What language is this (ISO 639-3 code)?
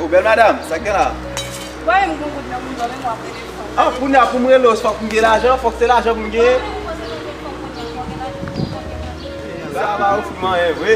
hat